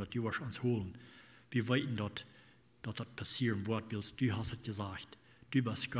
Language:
Plautdietsch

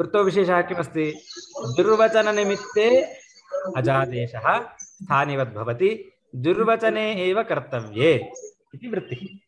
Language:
Sanskrit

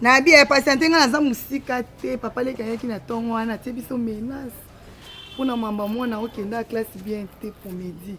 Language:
Lingala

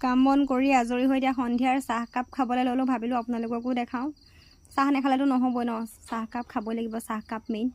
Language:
Assamese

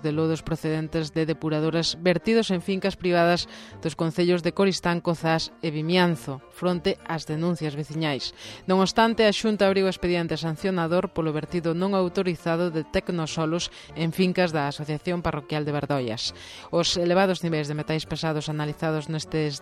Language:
Galician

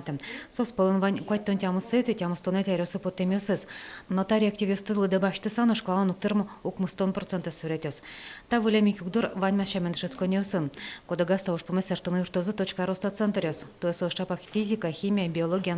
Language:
Udmurt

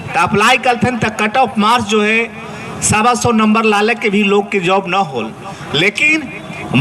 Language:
Magahi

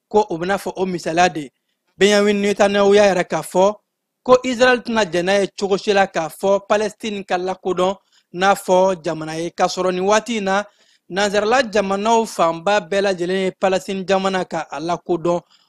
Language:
Bambara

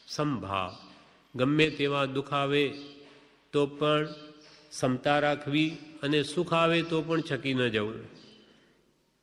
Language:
Gujarati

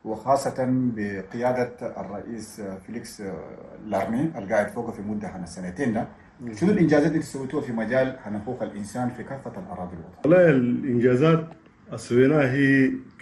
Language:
Chadian Arabic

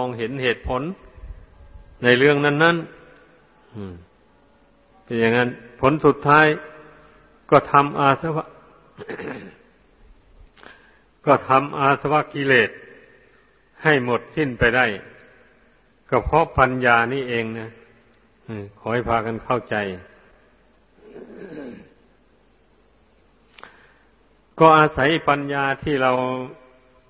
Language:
Thai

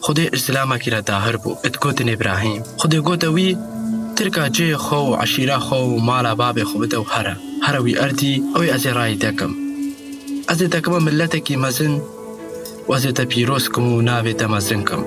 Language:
Kurdish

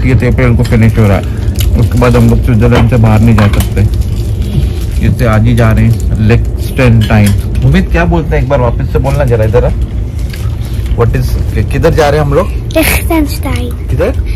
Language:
Hindi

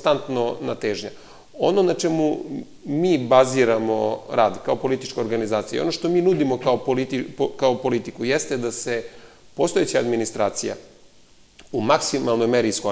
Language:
Serbian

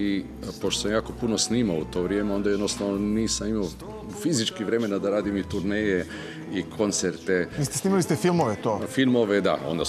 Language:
Serbian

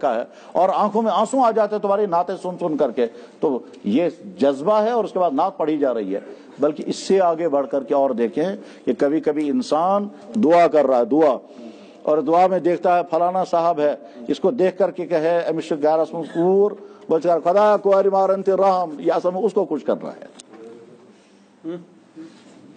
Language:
Urdu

